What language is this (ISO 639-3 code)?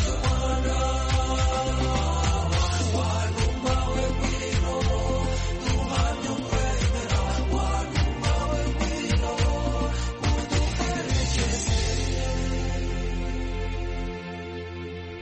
kin